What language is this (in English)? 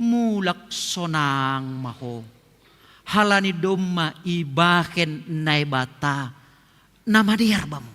Batak Simalungun